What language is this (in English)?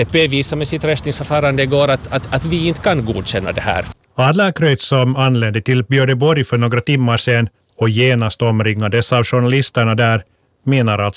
Swedish